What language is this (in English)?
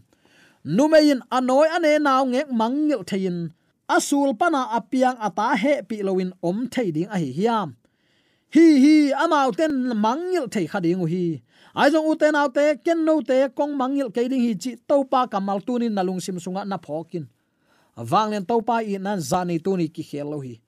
Tedim Chin